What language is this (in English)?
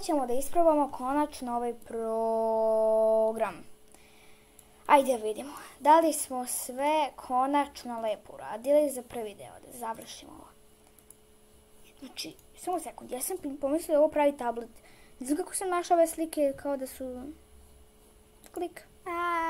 Serbian